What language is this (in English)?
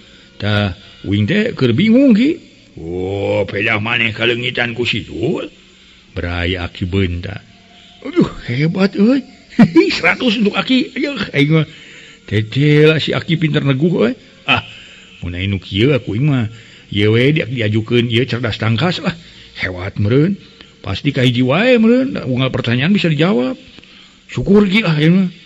Sundanese